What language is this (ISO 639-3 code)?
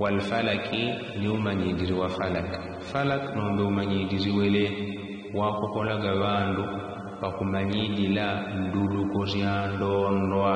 yao